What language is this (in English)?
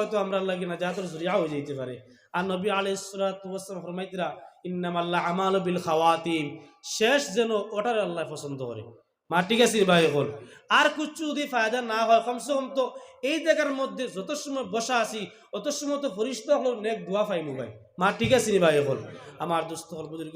Sylheti